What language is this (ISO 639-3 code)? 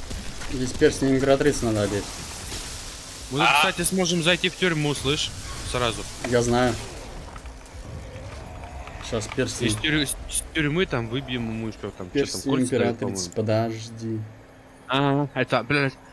rus